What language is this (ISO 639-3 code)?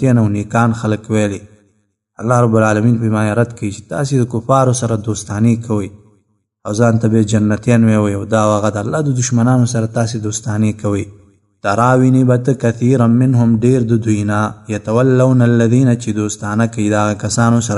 pus